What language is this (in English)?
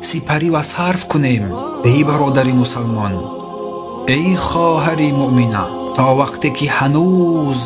Tajik